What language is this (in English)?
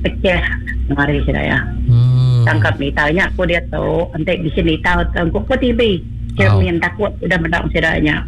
Iban